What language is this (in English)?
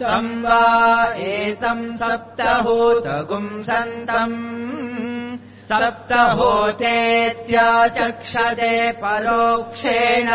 Sanskrit